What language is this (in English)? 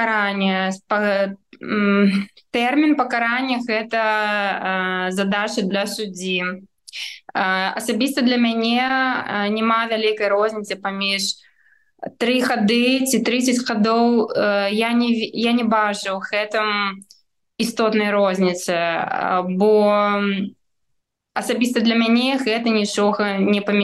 Belarusian